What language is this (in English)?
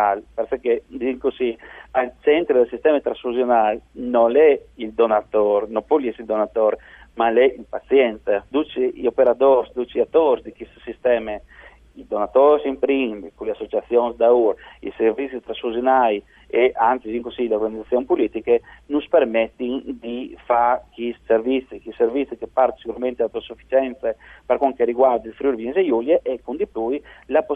Friulian